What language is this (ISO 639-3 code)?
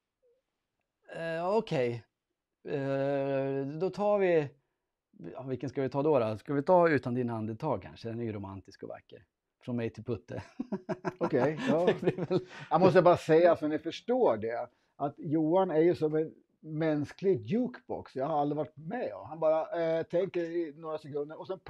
swe